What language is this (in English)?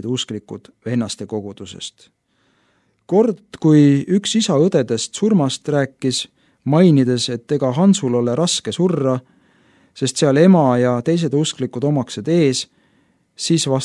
Estonian